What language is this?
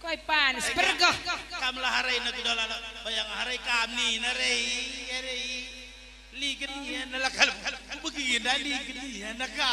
Batak Karo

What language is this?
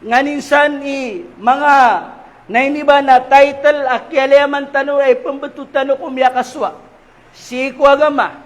Maranao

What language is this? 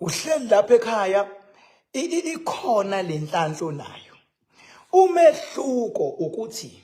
Zulu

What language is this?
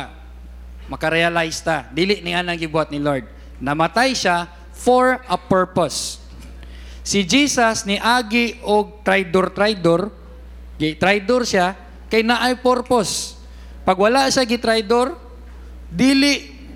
Cebuano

